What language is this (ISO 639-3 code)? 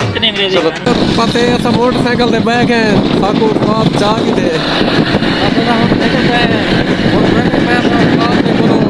skr